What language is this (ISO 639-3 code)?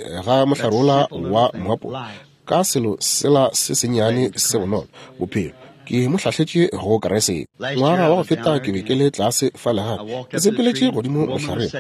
nso